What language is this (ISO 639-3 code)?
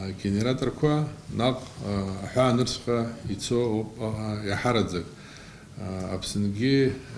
abk